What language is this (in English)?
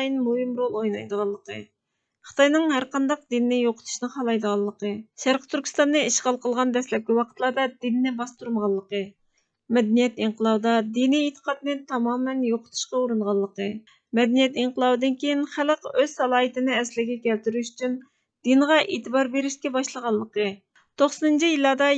Uyghur